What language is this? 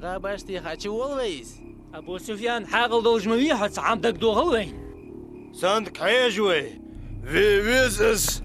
Ingush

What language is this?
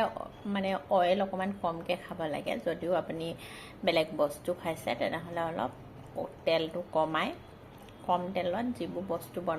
Assamese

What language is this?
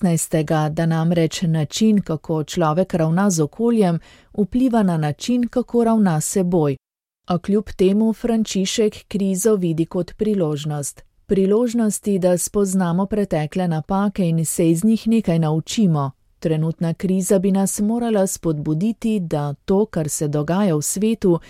Slovenian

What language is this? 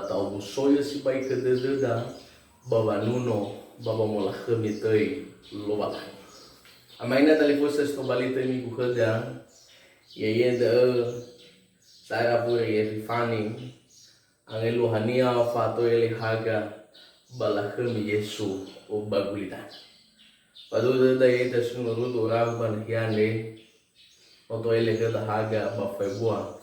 Nias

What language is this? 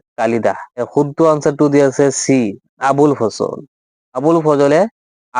Assamese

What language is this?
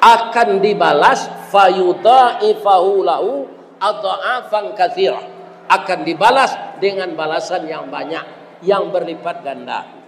Minangkabau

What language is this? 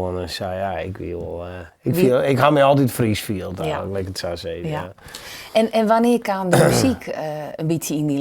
Western Frisian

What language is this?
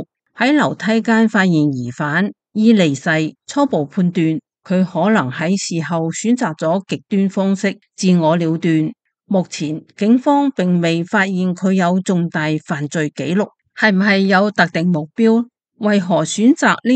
Cantonese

